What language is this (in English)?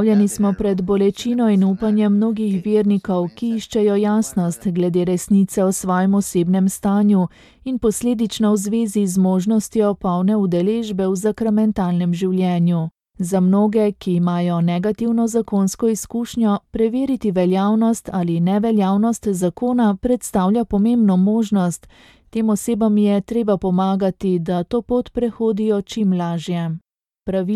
Slovenian